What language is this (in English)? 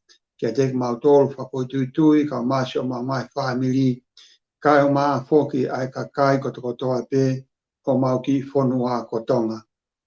Tongan